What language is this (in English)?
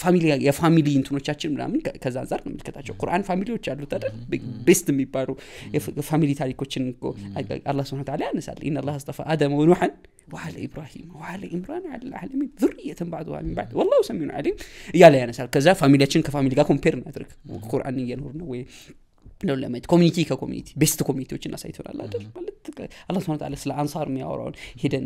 Amharic